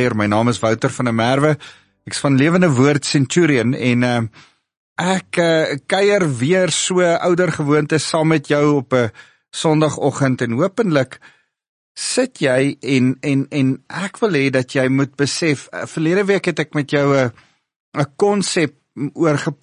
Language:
Afrikaans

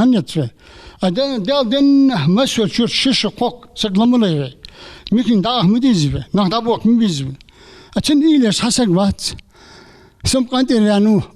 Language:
Ingush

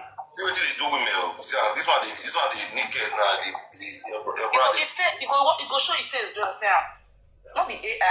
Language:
Nigerian Pidgin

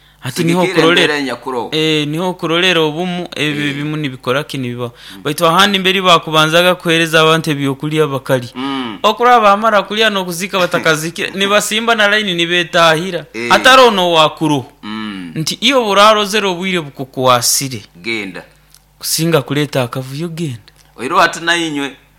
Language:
Nyoro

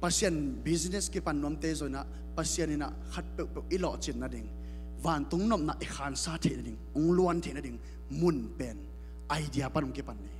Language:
Tedim Chin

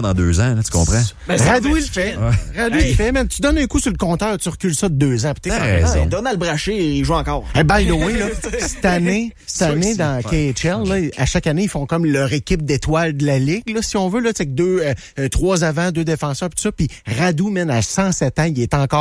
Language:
French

